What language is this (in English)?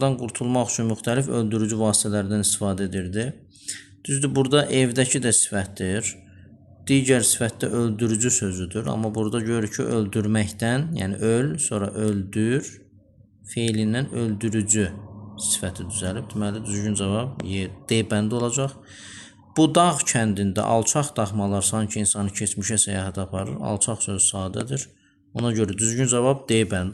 Azerbaijani